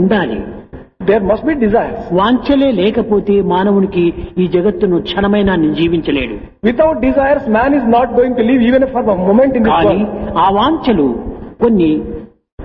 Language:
Telugu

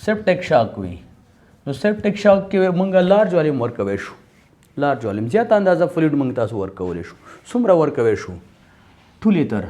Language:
Pashto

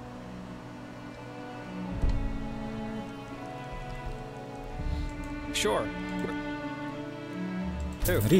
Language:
Russian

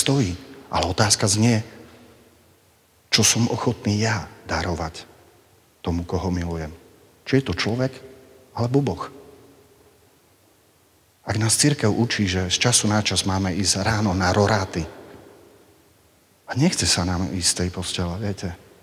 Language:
Slovak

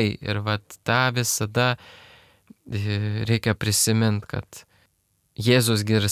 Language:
Lithuanian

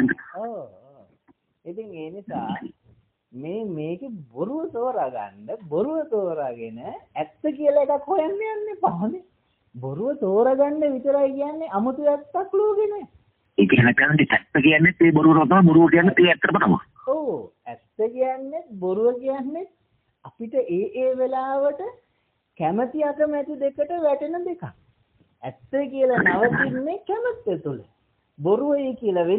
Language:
Sinhala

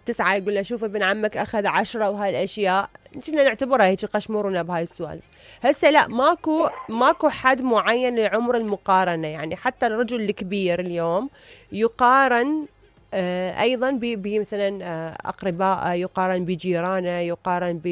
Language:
Mesopotamian Arabic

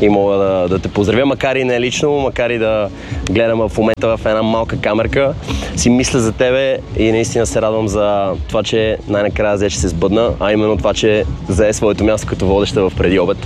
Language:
Bulgarian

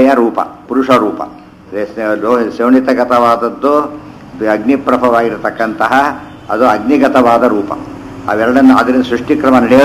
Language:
Kannada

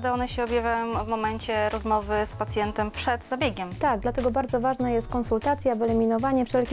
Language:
Polish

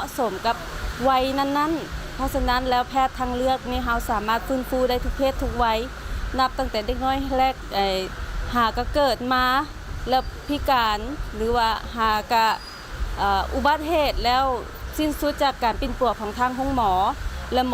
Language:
Lao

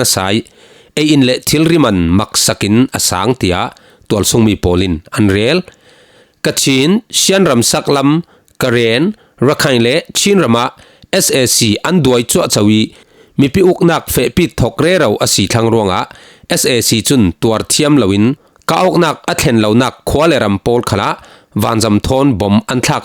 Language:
Falam Chin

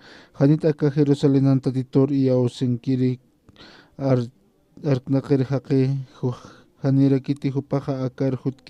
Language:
Aymara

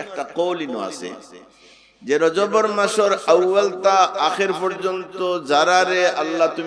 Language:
Sylheti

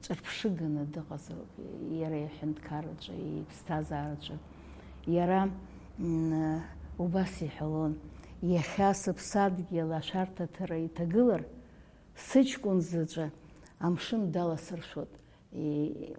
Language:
Abkhazian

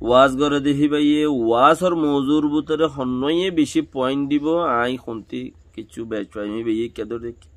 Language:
Rohingya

